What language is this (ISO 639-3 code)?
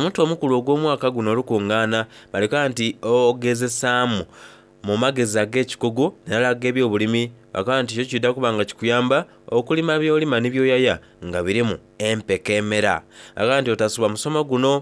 xog